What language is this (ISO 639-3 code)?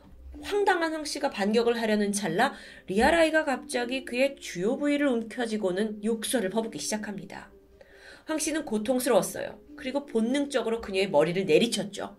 kor